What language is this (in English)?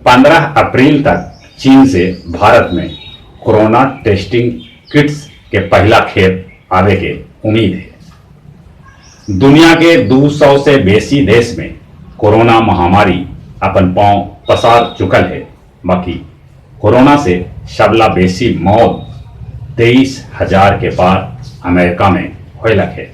Magahi